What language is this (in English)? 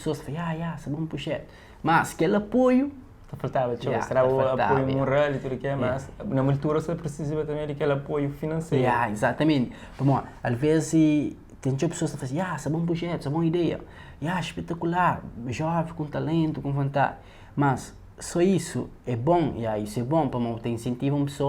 Kabuverdianu